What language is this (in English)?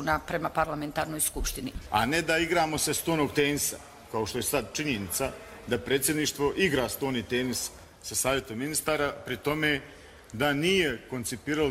Croatian